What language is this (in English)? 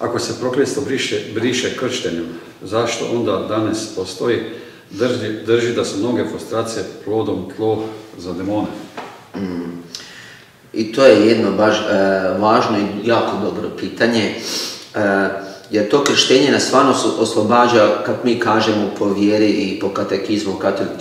Croatian